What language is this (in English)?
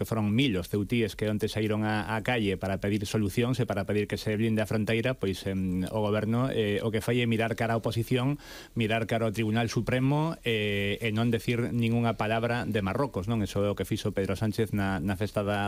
Galician